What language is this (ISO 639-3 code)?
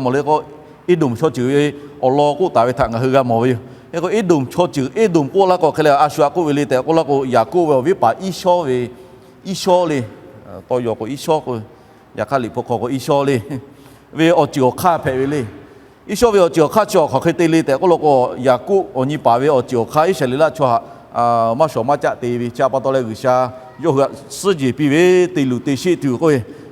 lhu